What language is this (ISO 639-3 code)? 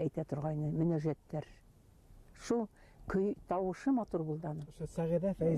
bak